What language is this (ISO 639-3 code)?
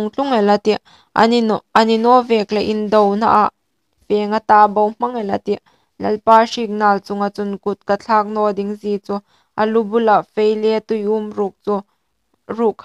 hmr